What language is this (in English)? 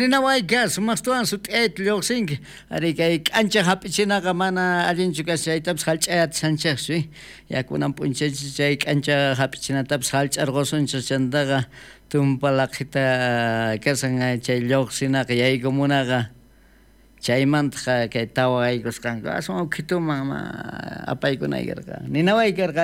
South Bolivian Quechua